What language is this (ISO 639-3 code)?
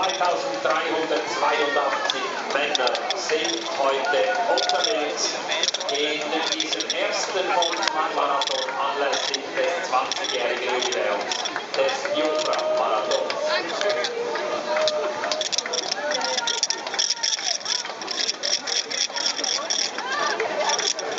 deu